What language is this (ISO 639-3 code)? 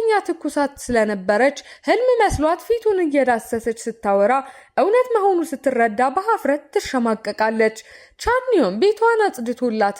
amh